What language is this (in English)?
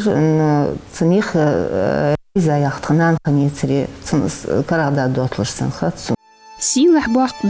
Ingush